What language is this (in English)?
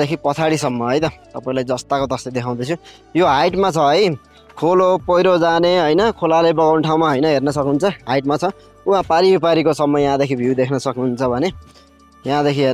Nepali